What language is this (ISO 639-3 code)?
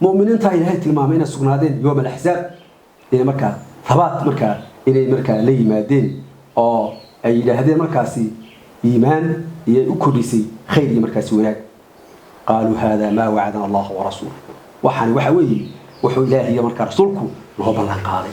som